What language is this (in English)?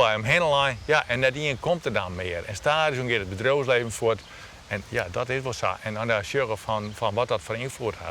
Western Frisian